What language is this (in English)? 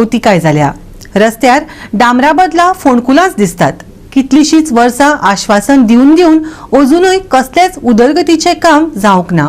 Konkani